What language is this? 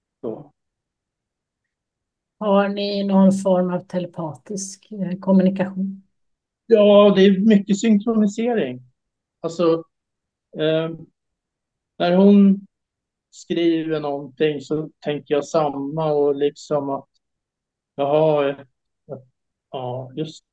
Swedish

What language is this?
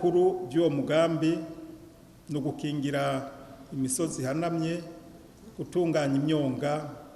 Rundi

